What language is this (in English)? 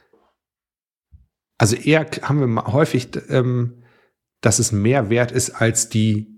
German